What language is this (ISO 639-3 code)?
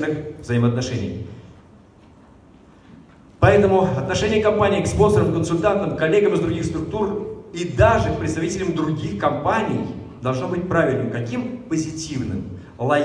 rus